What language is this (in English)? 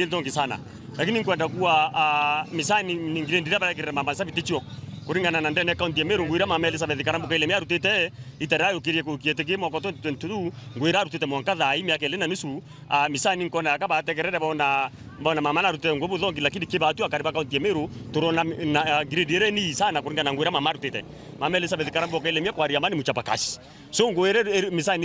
Meru